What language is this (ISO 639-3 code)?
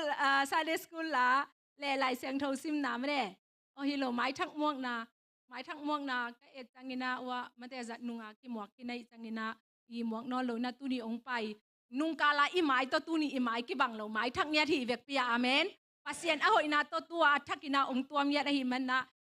ctd